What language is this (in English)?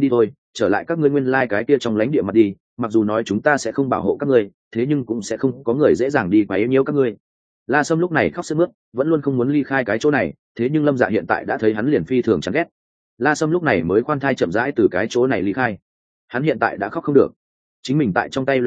Vietnamese